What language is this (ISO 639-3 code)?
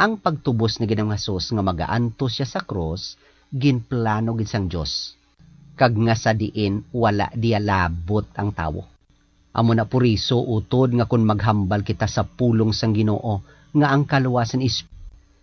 hil